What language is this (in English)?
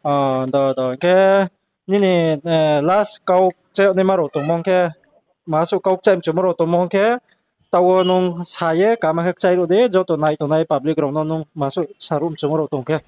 Riang (India)